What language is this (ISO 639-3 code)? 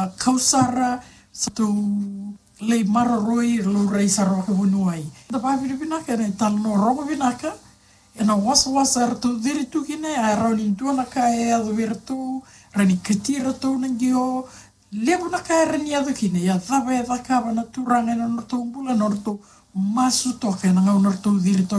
fij